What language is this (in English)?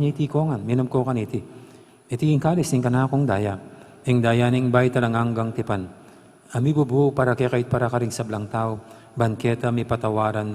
Pampanga